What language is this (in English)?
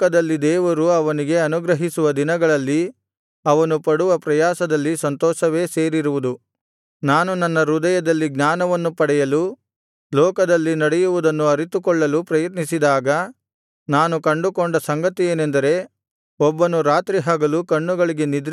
Kannada